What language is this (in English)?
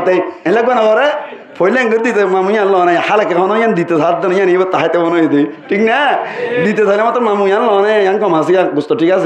Rohingya